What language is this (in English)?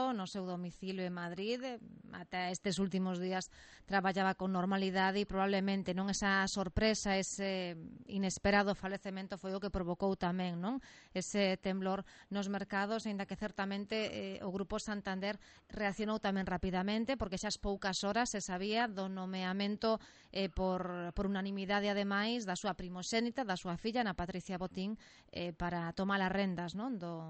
Galician